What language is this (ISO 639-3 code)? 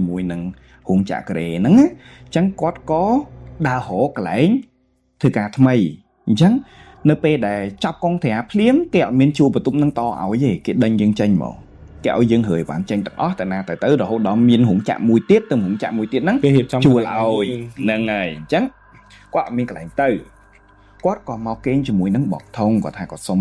khm